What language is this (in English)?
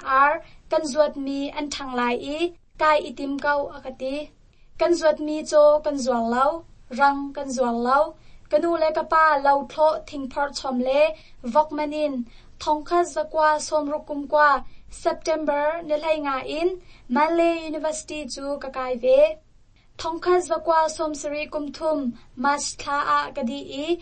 Hakha Chin